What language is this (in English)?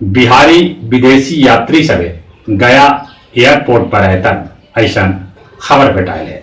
Magahi